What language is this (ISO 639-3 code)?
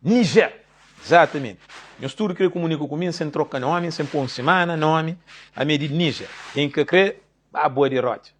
kea